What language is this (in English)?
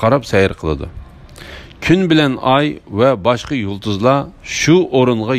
Uyghur